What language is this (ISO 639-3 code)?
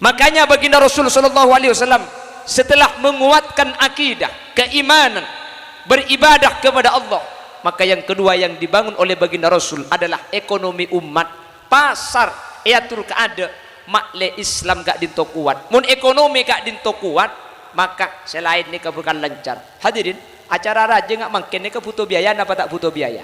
mad